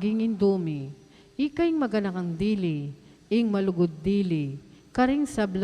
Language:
Pampanga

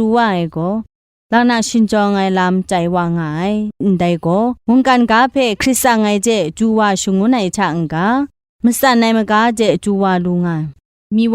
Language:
Kachin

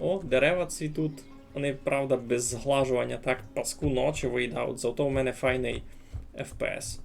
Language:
Rusyn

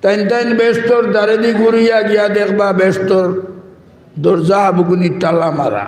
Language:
Sylheti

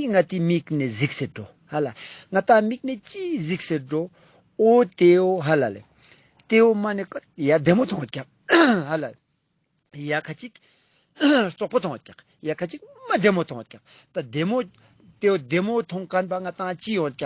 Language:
Ladakhi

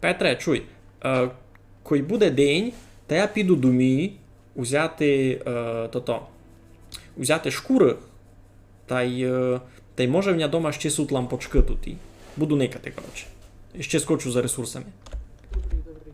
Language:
Rusyn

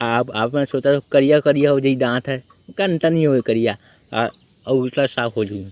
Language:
Chhattisgarhi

